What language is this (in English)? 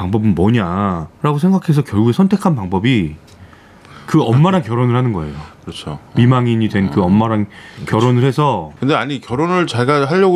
Korean